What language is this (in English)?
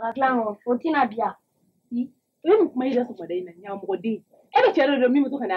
Bambara